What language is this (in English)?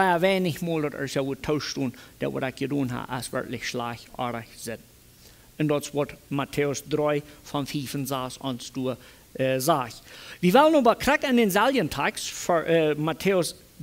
Plautdietsch